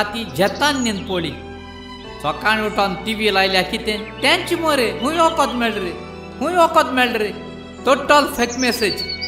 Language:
Konkani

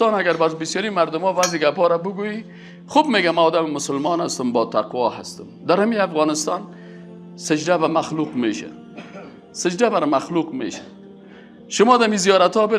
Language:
Persian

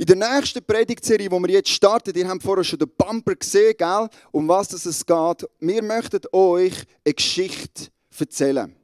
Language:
Swiss German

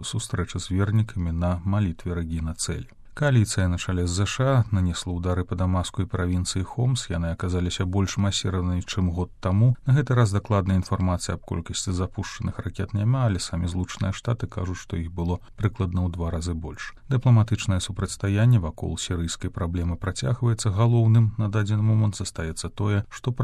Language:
Belarusian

